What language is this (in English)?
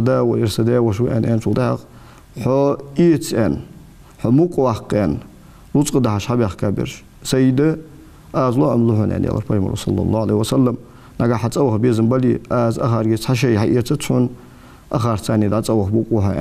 Ingush